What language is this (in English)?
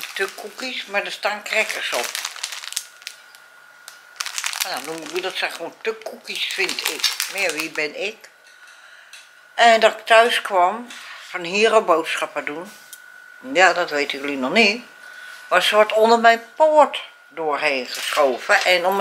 Dutch